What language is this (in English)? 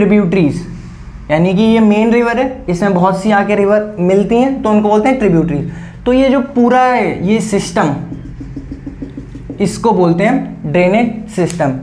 Hindi